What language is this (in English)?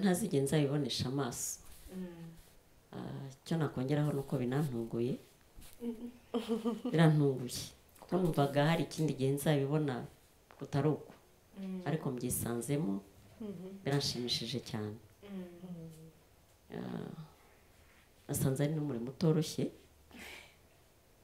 Kinyarwanda